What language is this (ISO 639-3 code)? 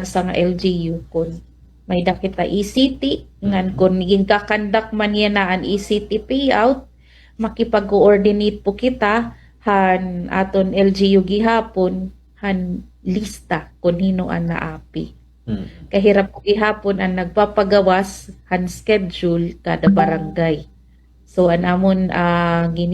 war